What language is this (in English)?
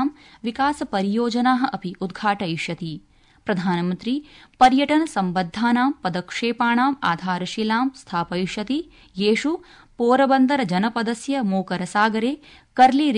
Sanskrit